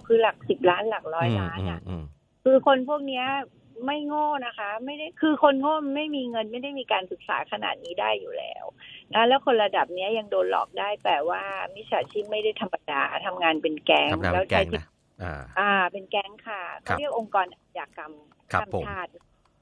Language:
Thai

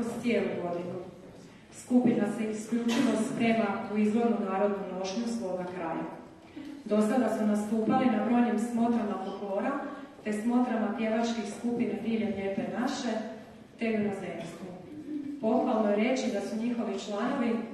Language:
Croatian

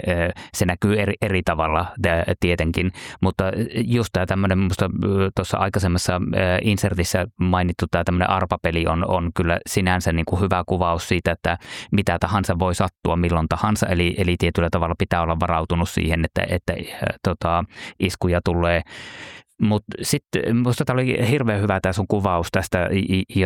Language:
Finnish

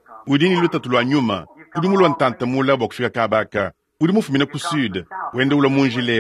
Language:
Luba-Lulua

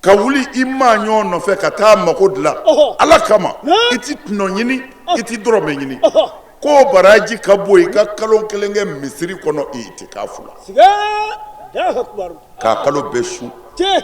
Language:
Bambara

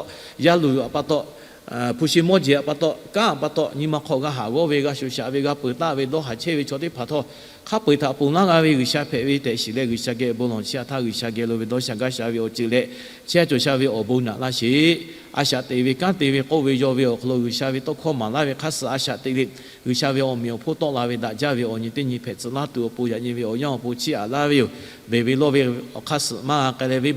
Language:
Lahu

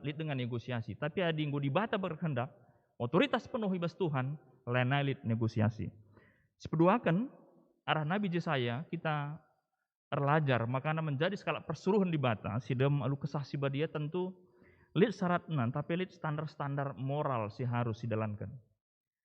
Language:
Batak Karo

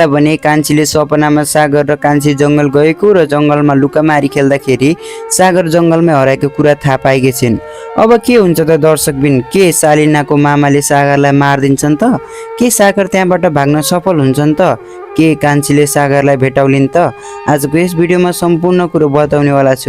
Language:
Nepali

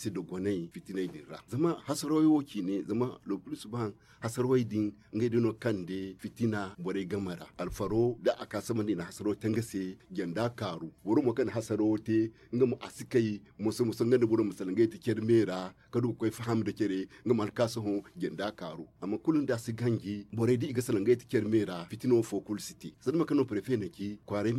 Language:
Zarma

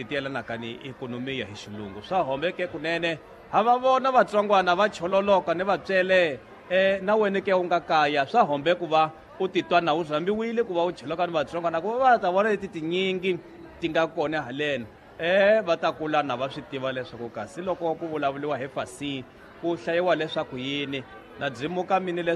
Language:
Tsonga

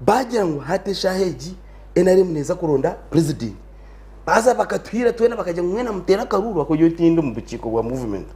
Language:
Nyankole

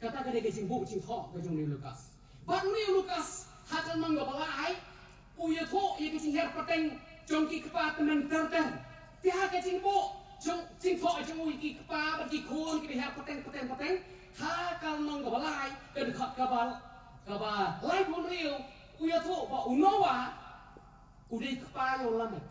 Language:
Khasi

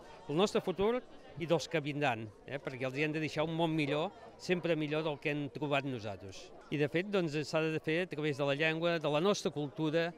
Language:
Catalan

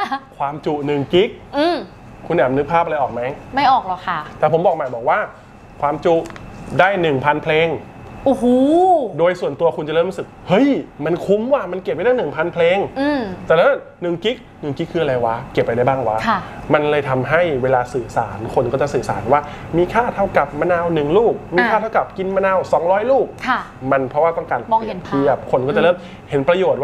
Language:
Thai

